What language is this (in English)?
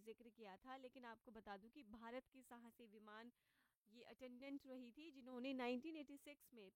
Hindi